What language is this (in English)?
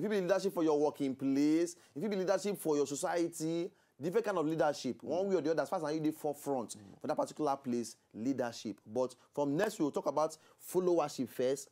Nigerian Pidgin